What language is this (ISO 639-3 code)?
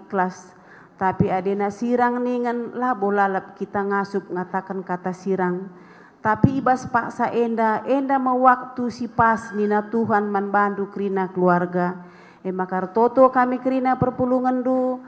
btx